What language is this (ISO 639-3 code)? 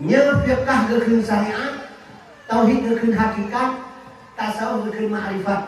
ace